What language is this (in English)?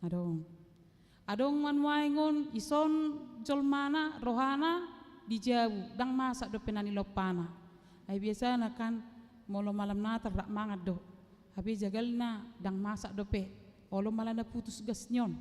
Batak Toba